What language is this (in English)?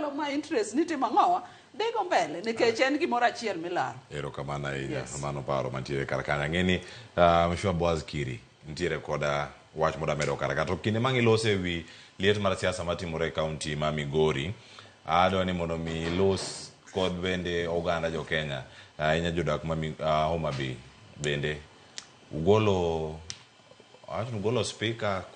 Luo (Kenya and Tanzania)